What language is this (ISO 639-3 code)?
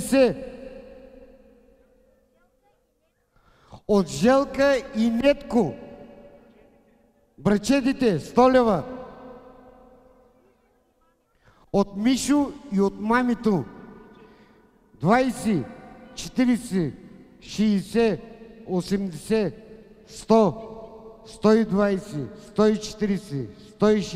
bul